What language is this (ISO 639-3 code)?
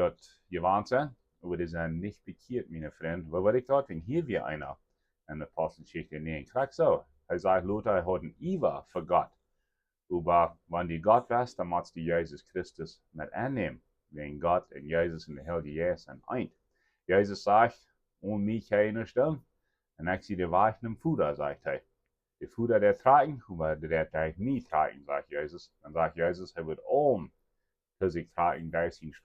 pdt